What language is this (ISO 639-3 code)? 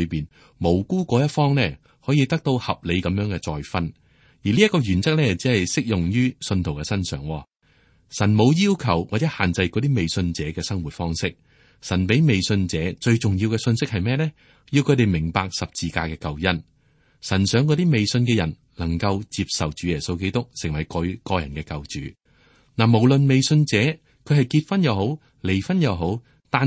yue